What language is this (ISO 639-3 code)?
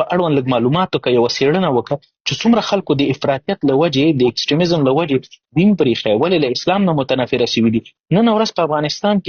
pus